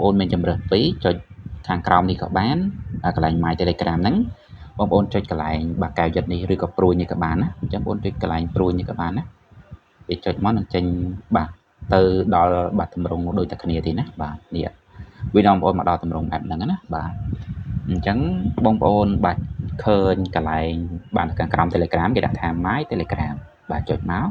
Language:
Khmer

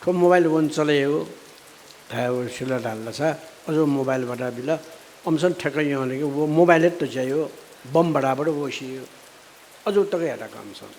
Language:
Newari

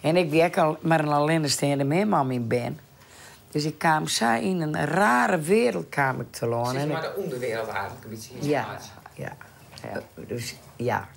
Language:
Western Frisian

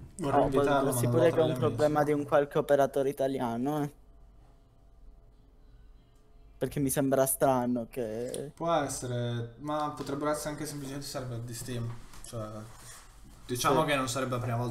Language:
Italian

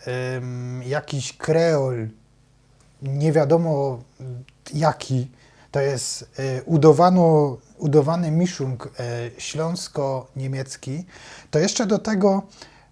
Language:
Silesian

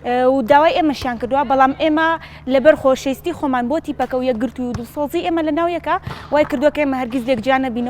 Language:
Central Kurdish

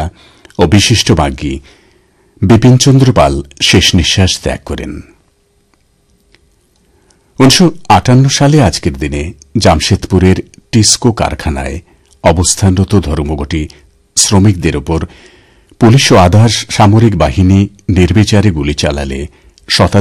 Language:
Bangla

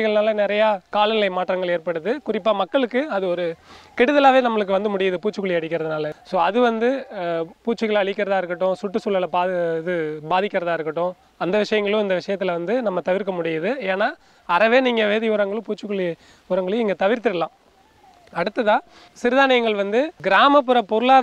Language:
Tamil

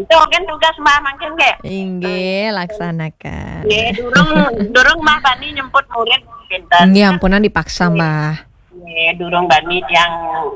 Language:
Balinese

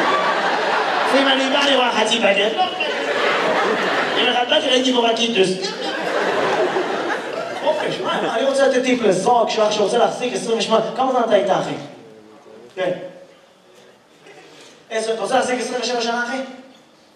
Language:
Hebrew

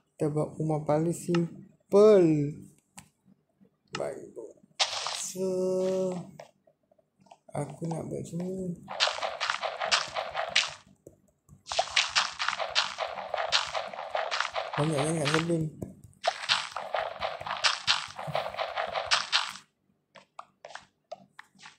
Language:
Malay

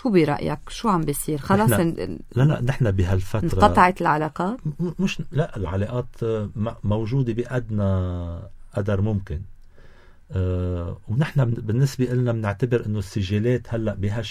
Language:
North Levantine Arabic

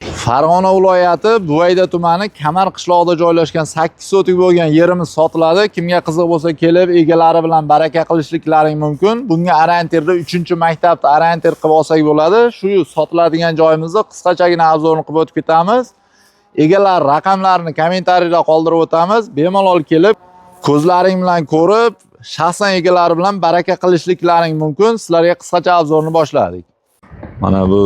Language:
Uzbek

